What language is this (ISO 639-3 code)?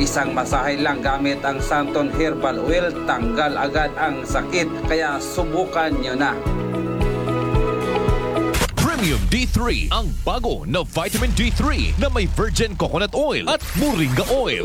fil